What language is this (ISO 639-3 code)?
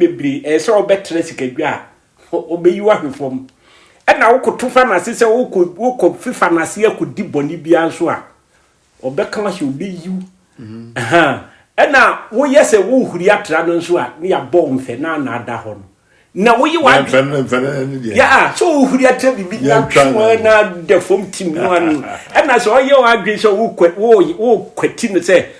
aka